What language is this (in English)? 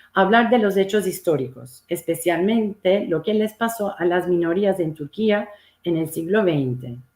Ladino